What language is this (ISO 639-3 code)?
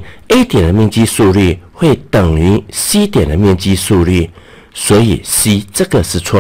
zho